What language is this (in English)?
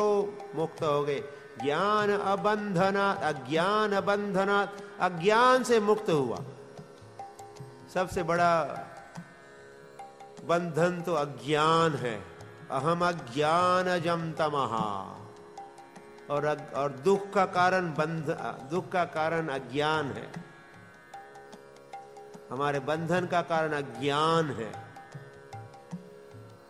Hindi